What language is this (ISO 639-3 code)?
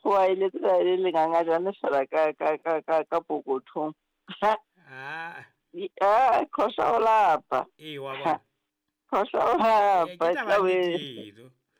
sot